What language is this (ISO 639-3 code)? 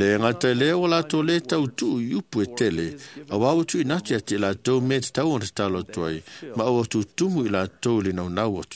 smo